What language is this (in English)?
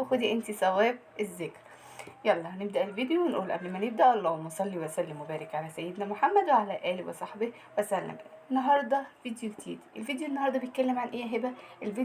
Egyptian Arabic